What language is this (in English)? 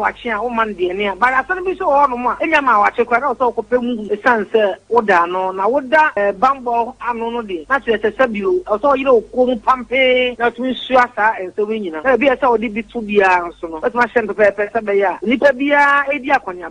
Akan